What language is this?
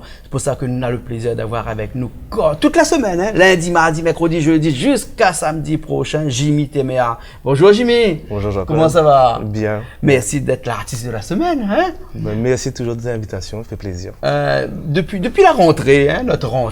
Réunion Creole French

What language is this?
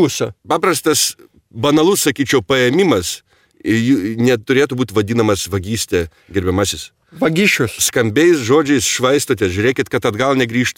Lithuanian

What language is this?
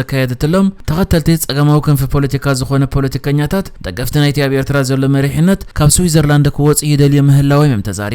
Tigrinya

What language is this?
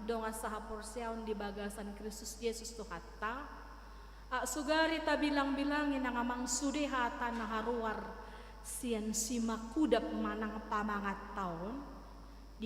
Batak Toba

